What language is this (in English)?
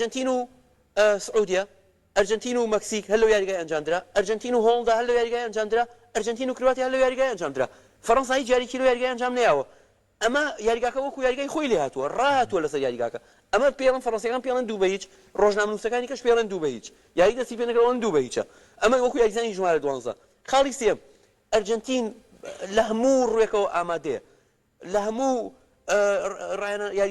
Central Kurdish